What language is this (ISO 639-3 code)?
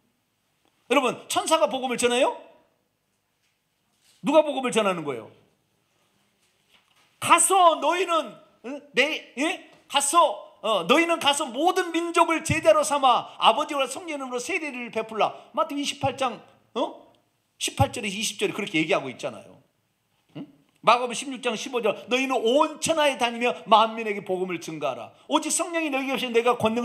kor